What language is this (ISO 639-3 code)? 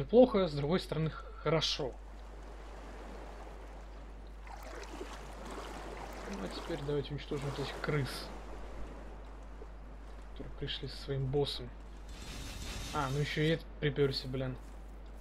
rus